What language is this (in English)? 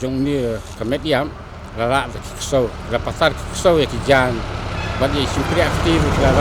Khasi